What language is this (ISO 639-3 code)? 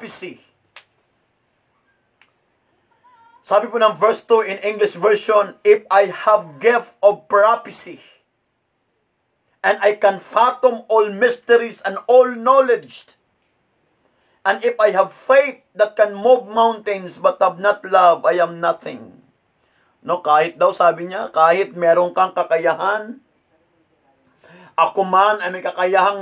fil